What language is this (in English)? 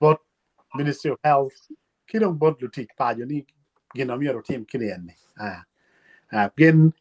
Acoli